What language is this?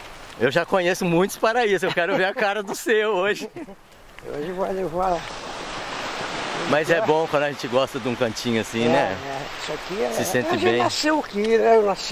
Portuguese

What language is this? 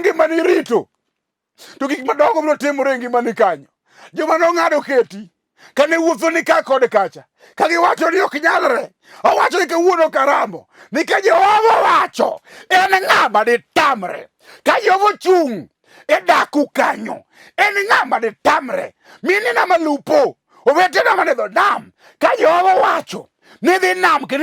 Luo (Kenya and Tanzania)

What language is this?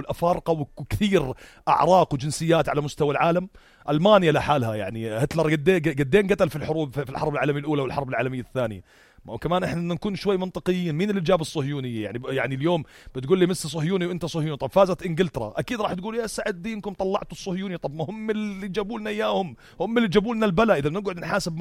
North Levantine Arabic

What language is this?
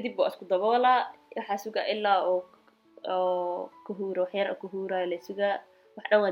Somali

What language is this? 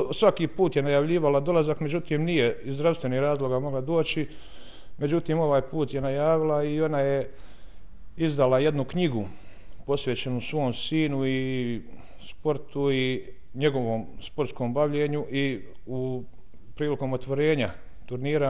Bosnian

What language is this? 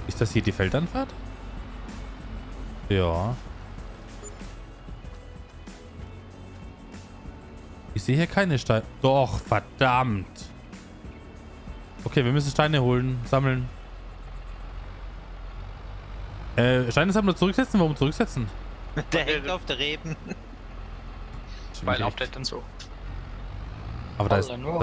German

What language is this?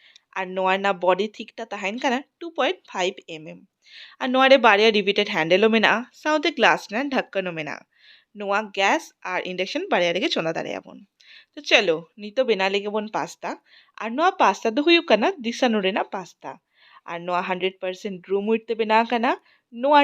Santali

